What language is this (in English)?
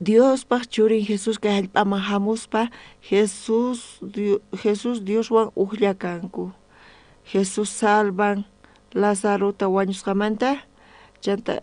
South Bolivian Quechua